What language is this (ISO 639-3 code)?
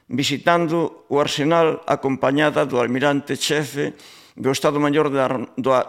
glg